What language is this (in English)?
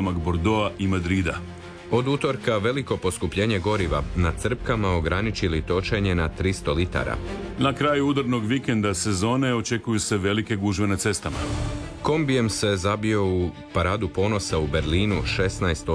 Croatian